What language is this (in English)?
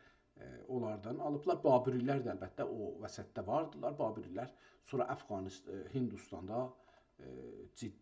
South Azerbaijani